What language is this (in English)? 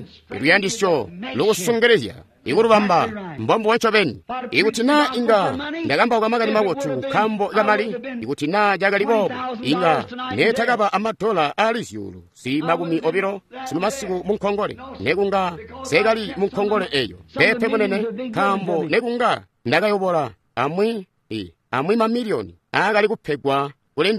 Tonga (Zambia)